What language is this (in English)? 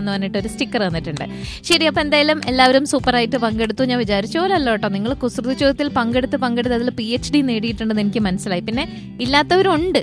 Malayalam